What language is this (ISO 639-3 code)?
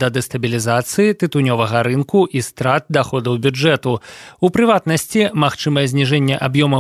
bel